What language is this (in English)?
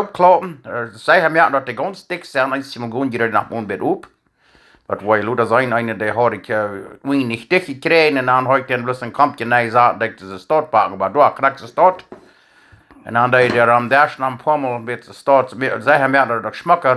Plautdietsch